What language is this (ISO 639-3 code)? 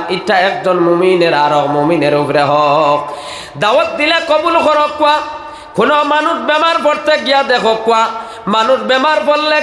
syl